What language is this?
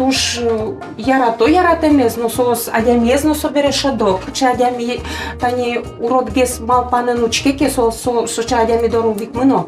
Udmurt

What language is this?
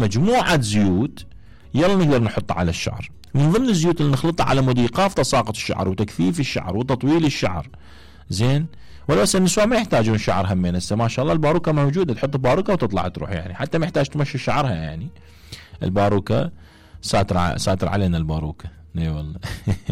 Mesopotamian Arabic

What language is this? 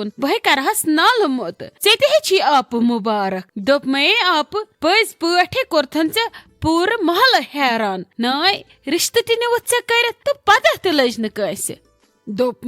Kashmiri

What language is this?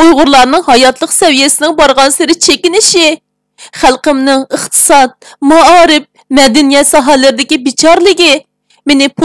Uyghur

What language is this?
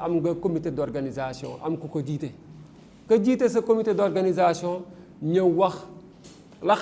Wolof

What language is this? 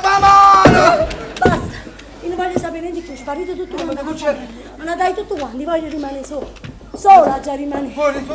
Neapolitan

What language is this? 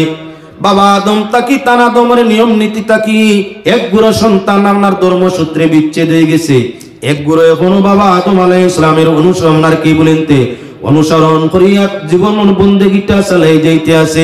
Sylheti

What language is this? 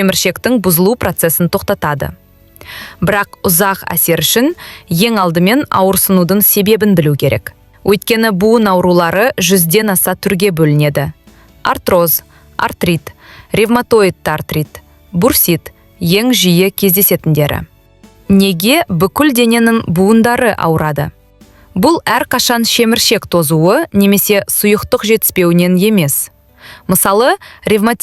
Kazakh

